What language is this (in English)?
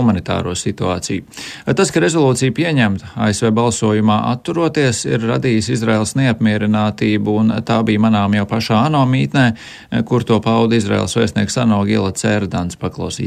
Latvian